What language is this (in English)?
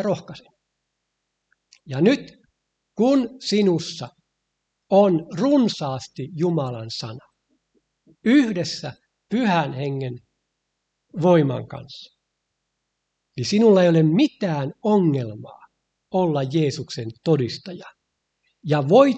Finnish